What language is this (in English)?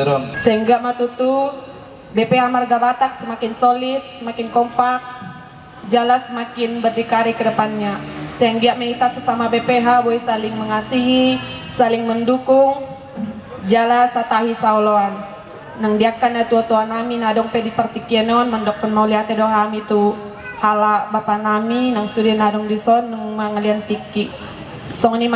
Batak Toba